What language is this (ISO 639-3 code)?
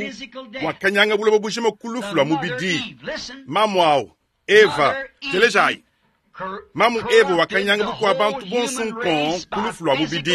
lua